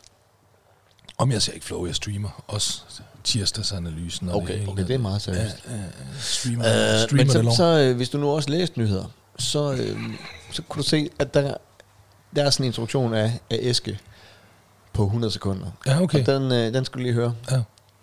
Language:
Danish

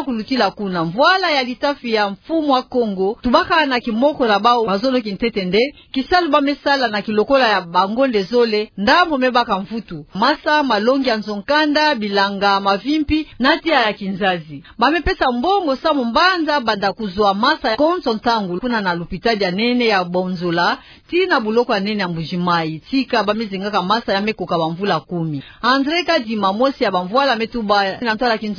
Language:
Kituba (Democratic Republic of Congo)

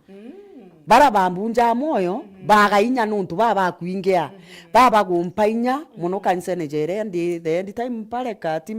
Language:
Meru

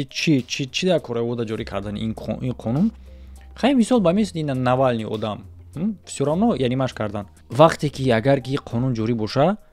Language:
Tajik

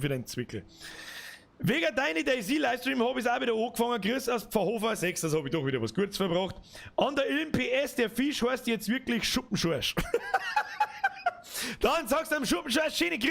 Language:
Bavarian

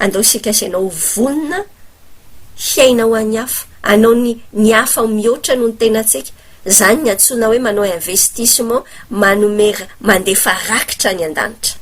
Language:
Malagasy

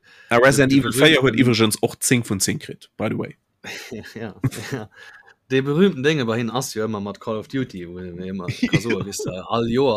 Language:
Luxembourgish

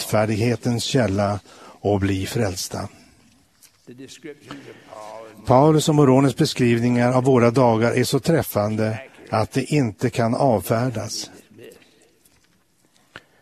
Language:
Swedish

